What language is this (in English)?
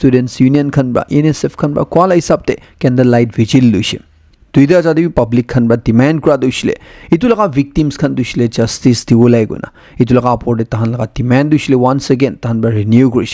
Naga Pidgin